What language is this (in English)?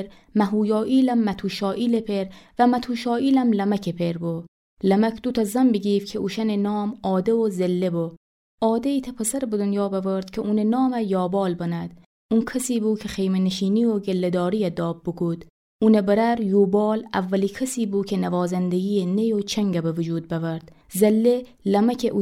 Gilaki